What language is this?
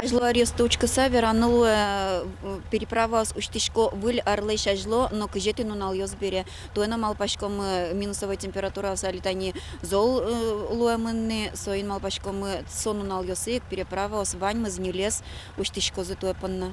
Udmurt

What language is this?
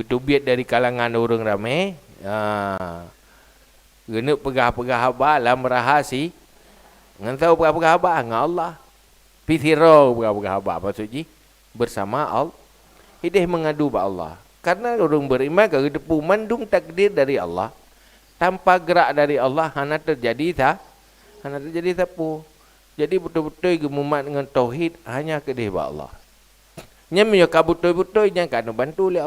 Achinese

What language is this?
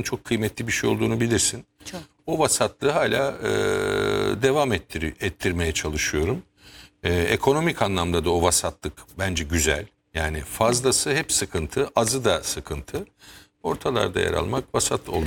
Turkish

